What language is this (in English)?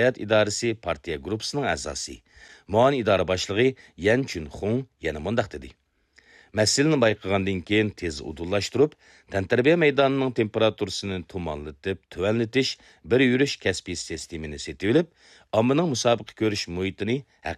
Uyghur